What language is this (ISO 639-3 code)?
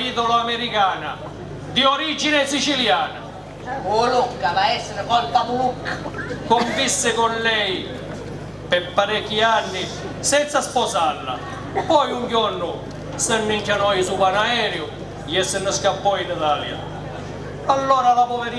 scn